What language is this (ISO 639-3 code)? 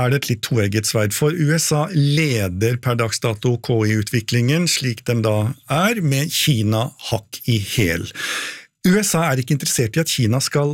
nor